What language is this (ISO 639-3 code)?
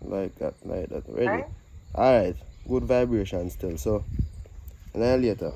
jam